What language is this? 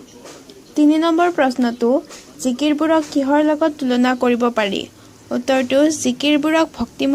Assamese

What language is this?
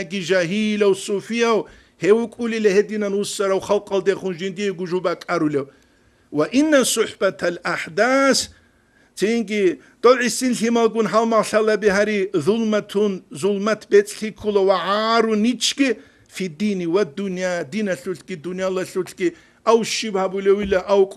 Avaric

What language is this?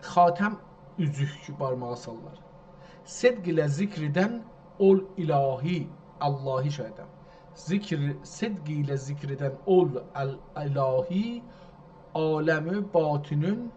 South Azerbaijani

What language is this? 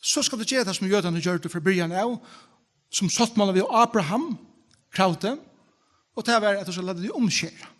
Faroese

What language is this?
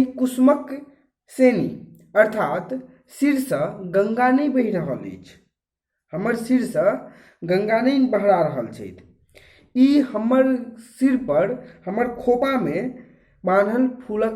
Maithili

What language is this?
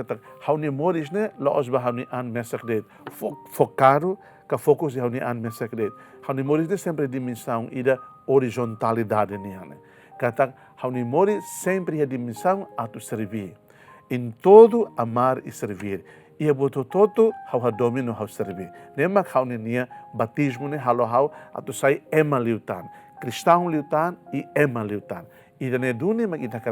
Tetum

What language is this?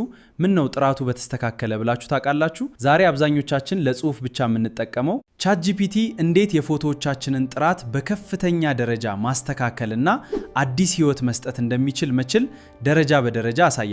Amharic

